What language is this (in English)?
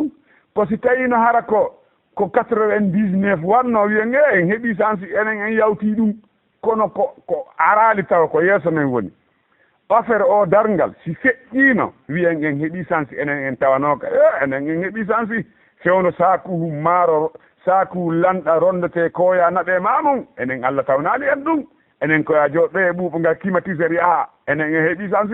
Fula